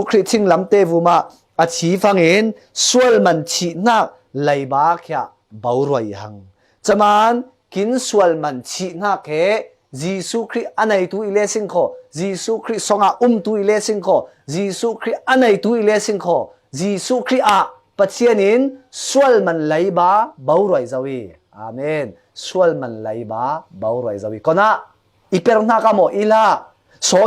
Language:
Falam Chin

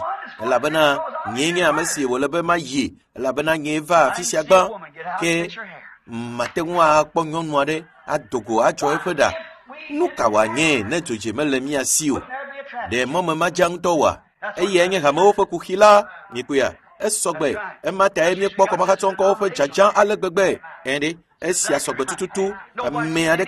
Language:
Ewe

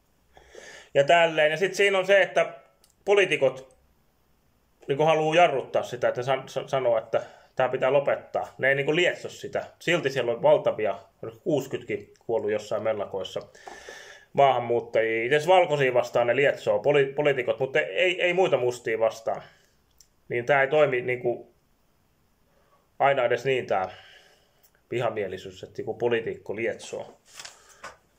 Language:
Finnish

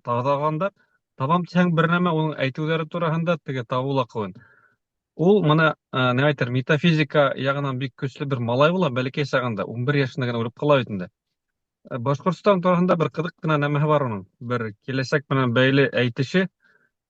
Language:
Bashkir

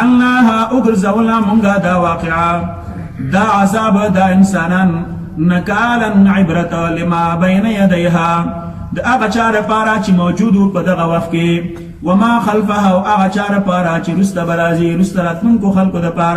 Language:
Pashto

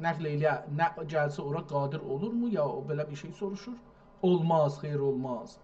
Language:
South Azerbaijani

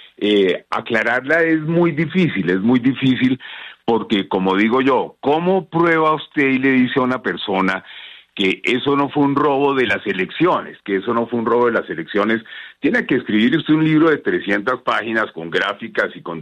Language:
Spanish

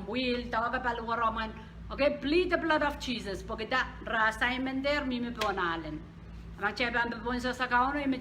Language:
Pohnpeian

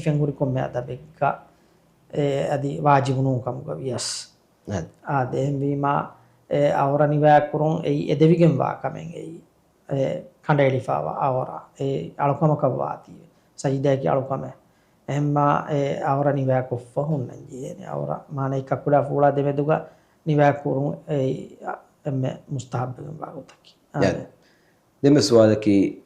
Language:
Divehi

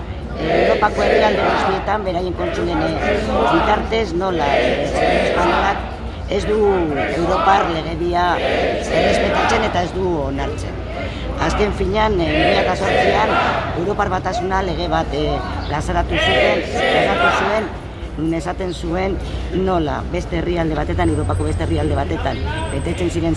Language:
Basque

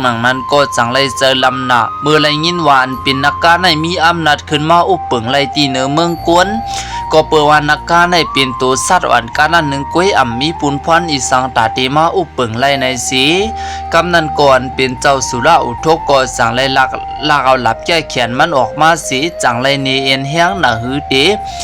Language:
Shan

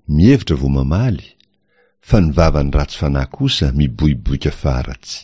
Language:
Malagasy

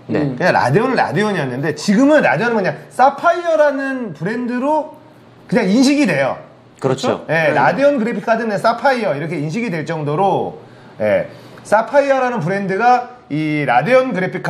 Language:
Korean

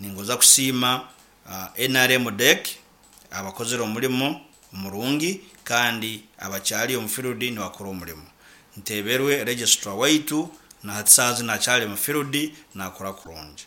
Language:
Nyankole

